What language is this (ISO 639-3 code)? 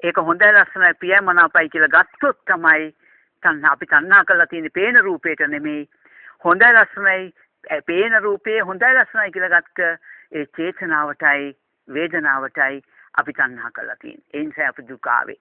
sin